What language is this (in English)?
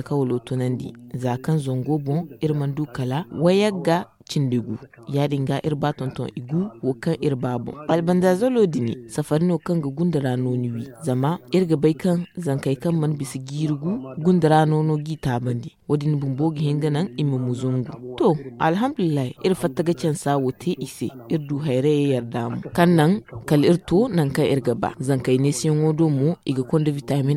Zarma